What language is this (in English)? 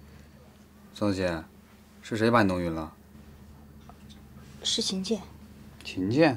Chinese